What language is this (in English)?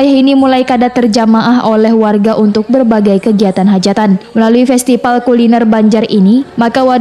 Banjar